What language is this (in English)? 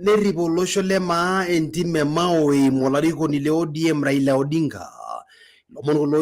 Masai